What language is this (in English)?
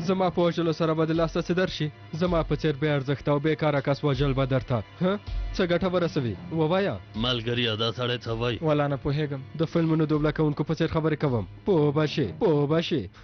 Pashto